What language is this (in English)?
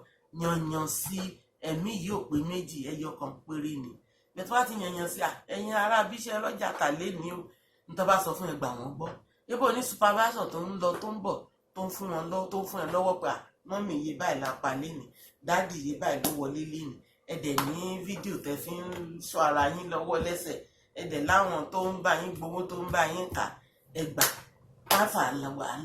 Yoruba